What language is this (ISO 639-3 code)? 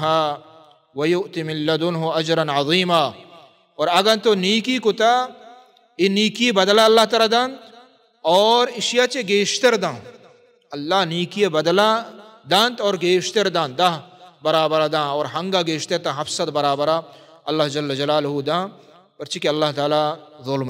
bal